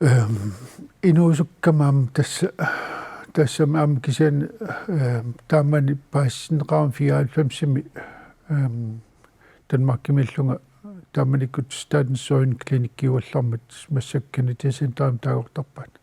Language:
Kalaallisut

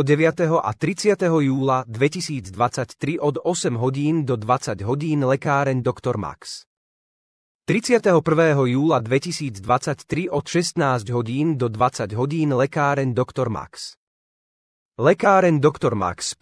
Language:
Slovak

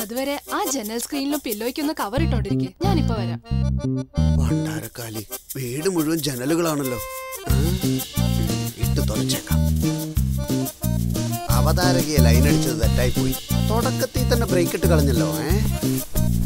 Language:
Malayalam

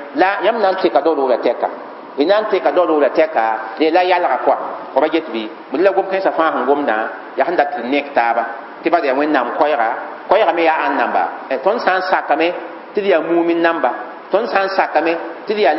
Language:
Mossi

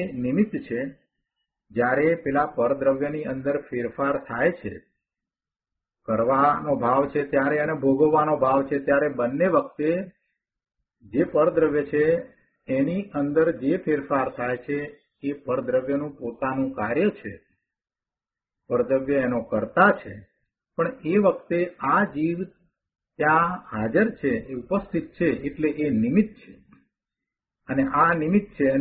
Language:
Gujarati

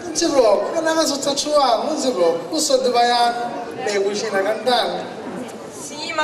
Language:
Sicilian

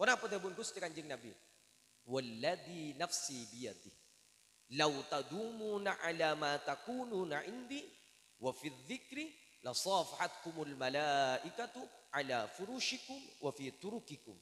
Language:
Madurese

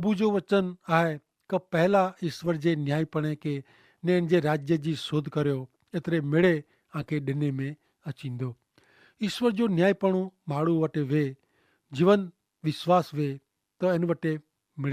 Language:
Kachhi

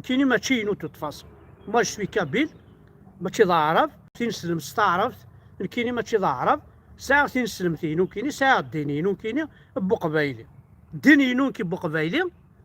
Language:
Kabyle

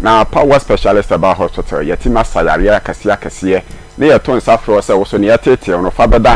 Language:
Akan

